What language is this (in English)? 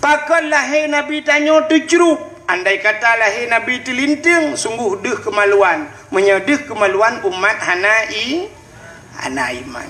Achinese